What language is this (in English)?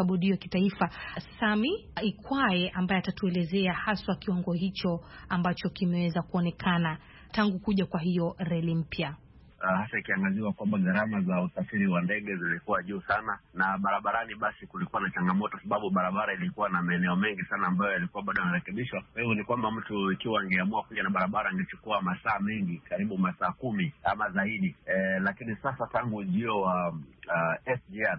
Swahili